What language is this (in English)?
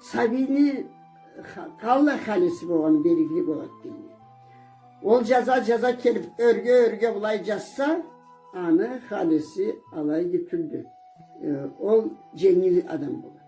Karachay-Balkar